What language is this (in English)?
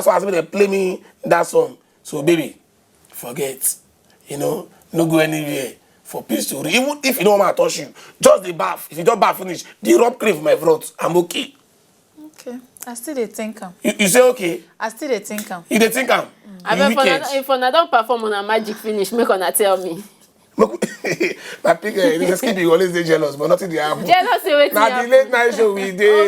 Nigerian Pidgin